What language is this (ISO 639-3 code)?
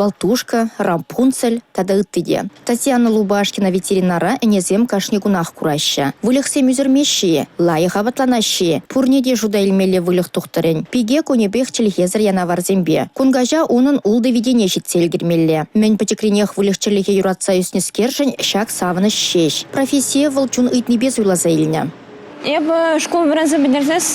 chv